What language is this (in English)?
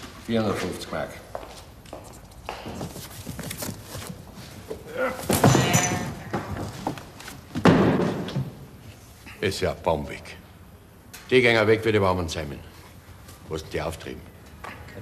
German